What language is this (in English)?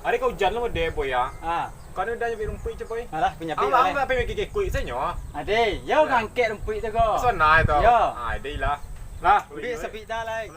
Minangkabau